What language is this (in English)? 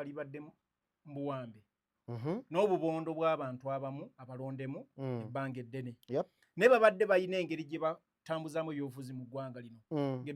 Ganda